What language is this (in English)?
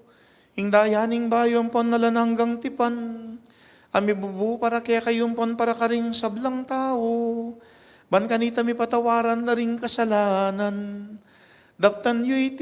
Pampanga